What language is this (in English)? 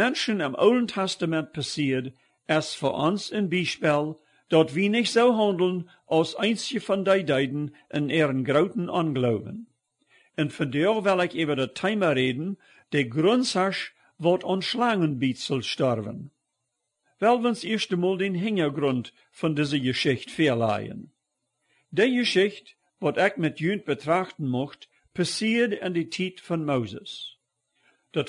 Plautdietsch